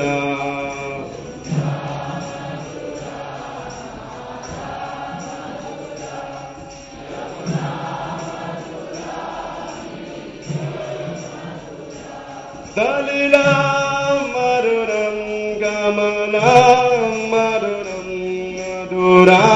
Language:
Hindi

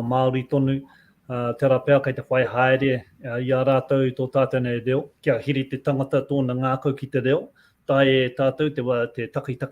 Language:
Māori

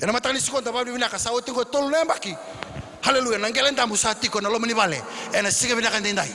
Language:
Fijian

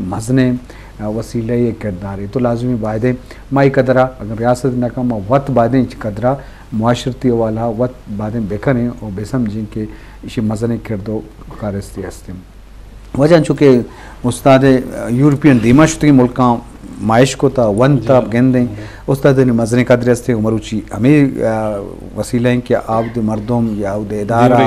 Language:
Baluchi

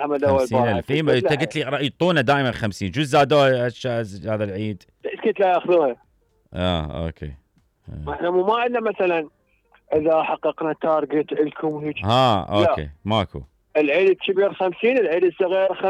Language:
Mesopotamian Arabic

